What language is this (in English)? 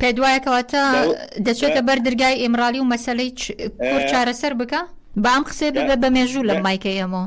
Central Kurdish